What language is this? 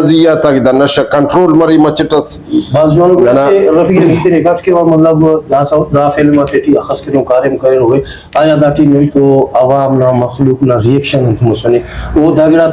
Brahui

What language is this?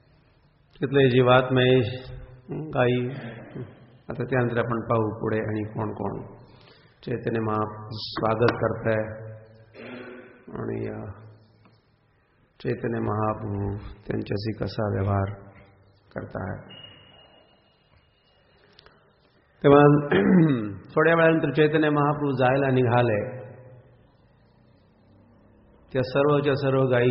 Marathi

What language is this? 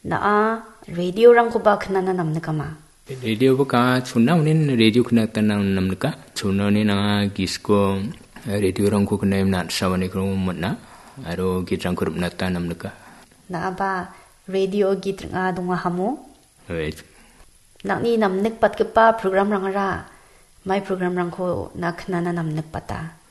Garo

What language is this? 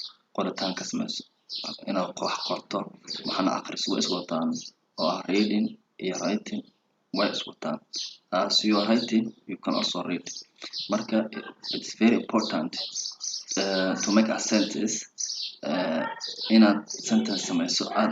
Somali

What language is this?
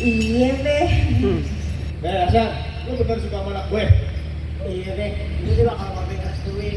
Betawi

